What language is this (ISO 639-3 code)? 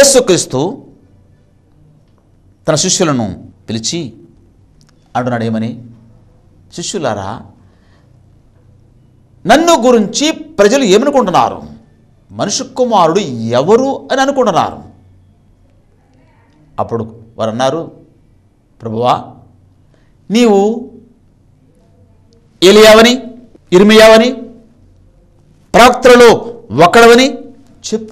tel